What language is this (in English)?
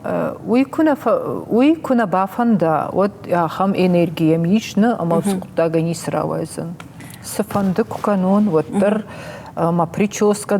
Ossetic